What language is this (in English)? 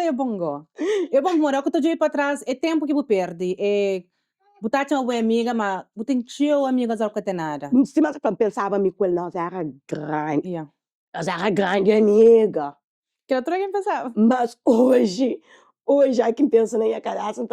Kabuverdianu